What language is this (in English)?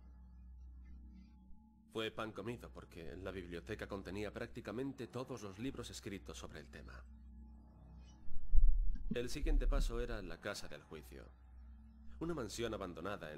Spanish